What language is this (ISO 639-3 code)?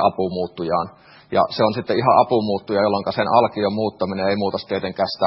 fin